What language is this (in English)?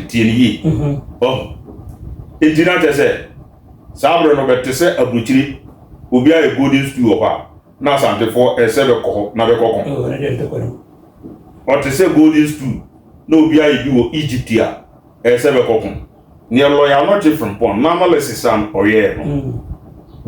Akan